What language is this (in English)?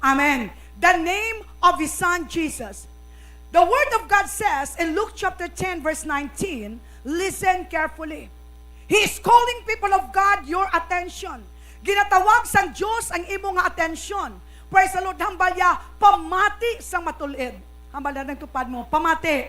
Hiligaynon